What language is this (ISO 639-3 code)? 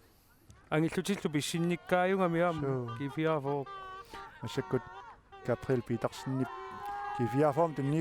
kal